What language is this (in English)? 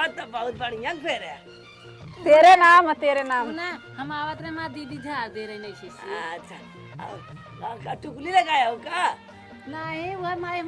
Awadhi